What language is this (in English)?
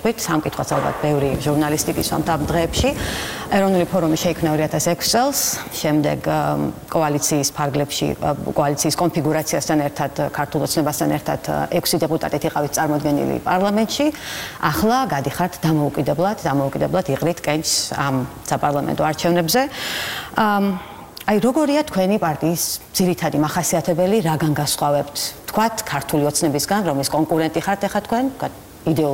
Georgian